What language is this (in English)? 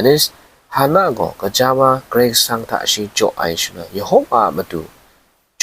Kachin